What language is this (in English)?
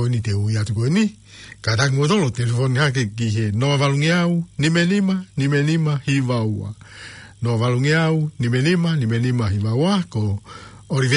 Tongan